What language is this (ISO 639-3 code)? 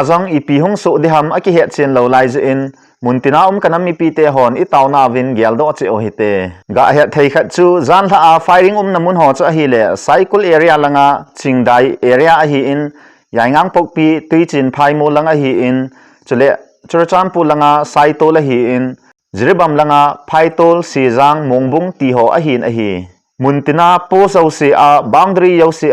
tcz